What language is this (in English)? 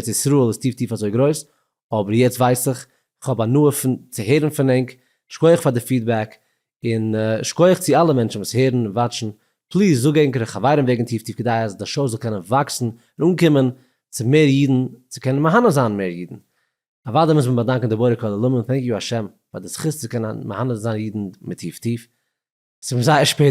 Yiddish